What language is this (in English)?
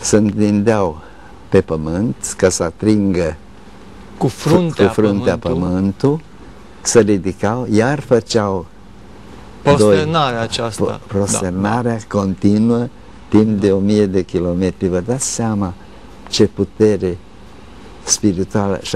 Romanian